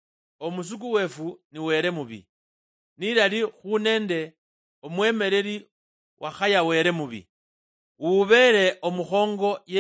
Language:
Luyia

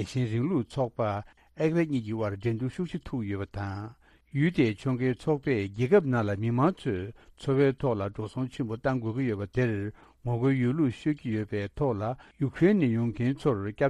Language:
Tibetan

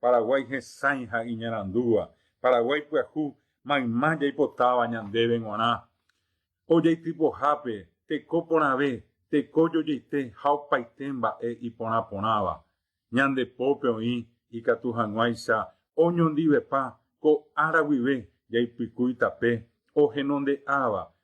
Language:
Guarani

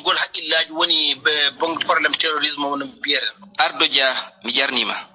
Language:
Fula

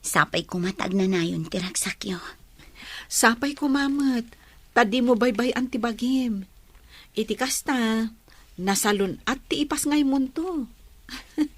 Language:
Iloko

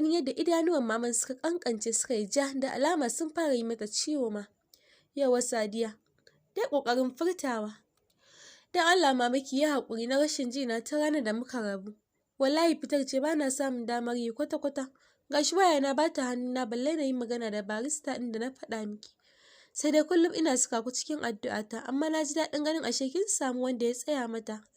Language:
Hausa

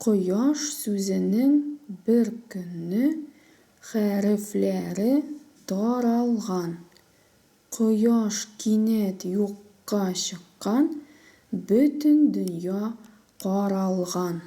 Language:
Tatar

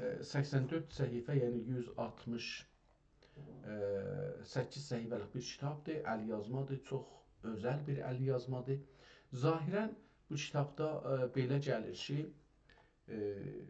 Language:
South Azerbaijani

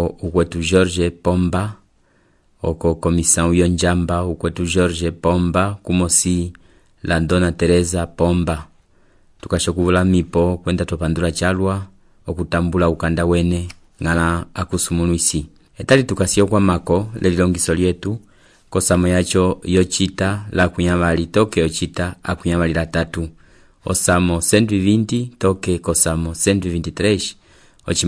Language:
Umbundu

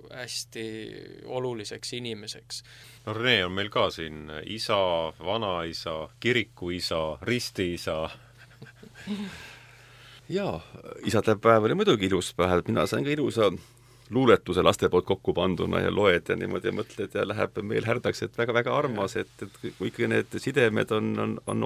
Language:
Estonian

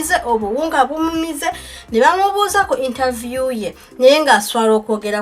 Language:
Ganda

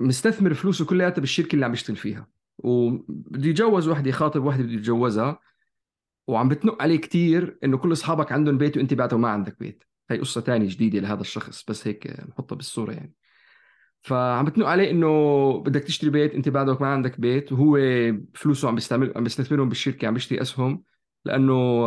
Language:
North Levantine Arabic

